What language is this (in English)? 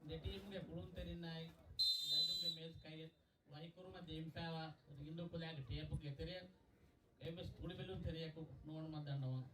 Divehi